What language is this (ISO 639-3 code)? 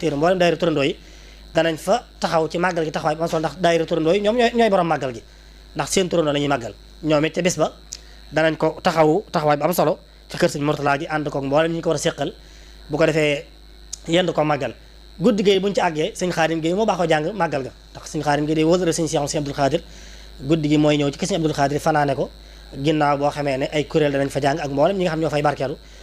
wol